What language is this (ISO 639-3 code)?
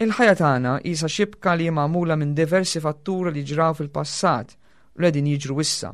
mlt